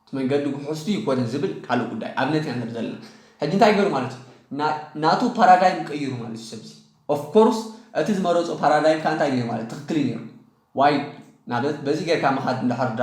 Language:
Tigrinya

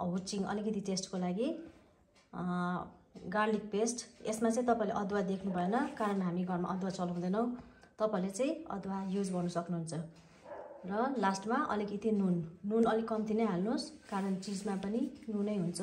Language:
Nepali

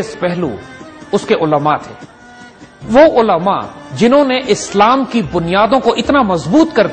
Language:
Urdu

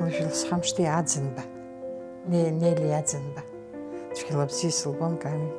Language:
Abkhazian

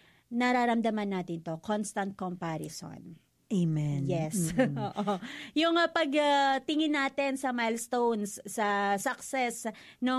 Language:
Filipino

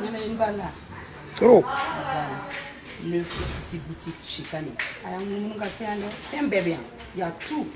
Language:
Bambara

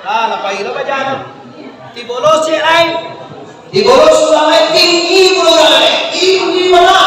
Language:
Minangkabau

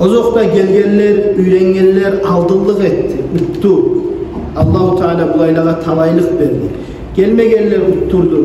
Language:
Kumyk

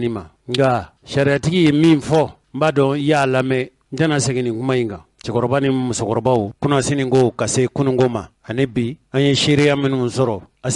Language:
Bambara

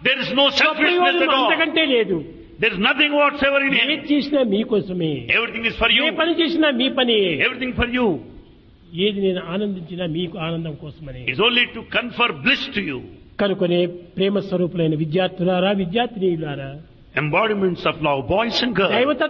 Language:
Telugu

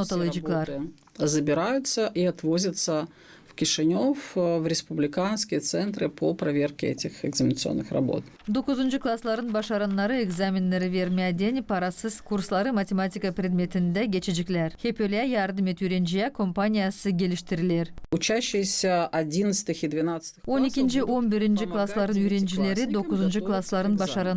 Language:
Gagauz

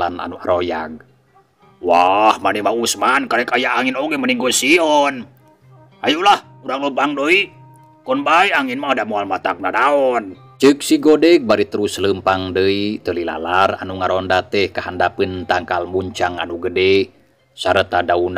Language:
Sundanese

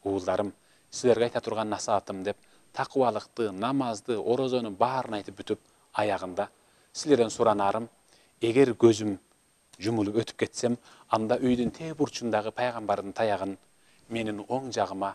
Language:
Kyrgyz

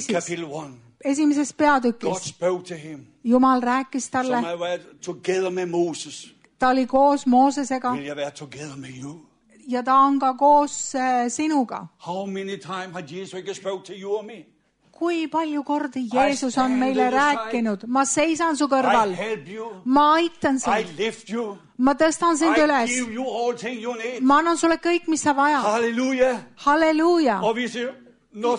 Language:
Estonian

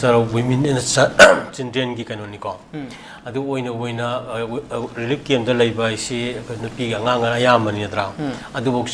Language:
Manipuri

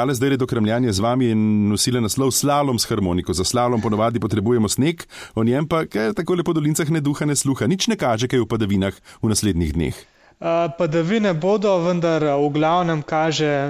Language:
Slovenian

